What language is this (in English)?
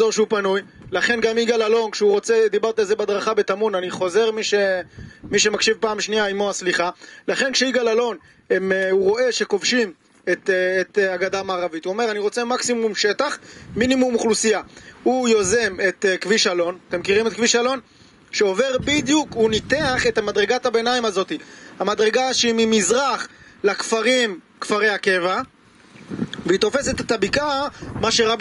Hebrew